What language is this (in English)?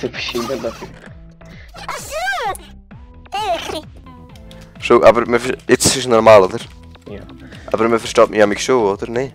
Swiss German